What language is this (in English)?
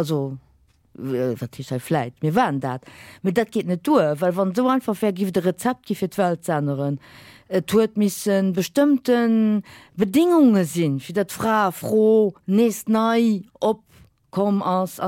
Luxembourgish